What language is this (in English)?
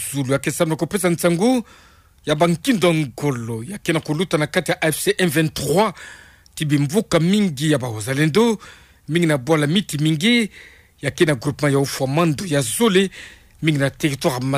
Kituba (Democratic Republic of Congo)